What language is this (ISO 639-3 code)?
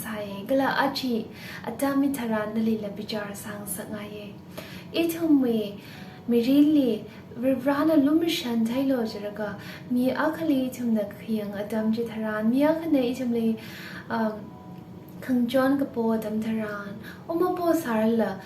nmf